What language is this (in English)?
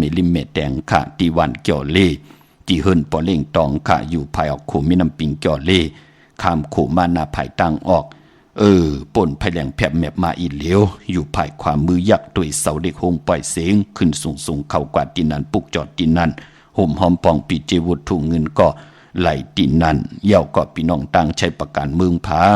Shan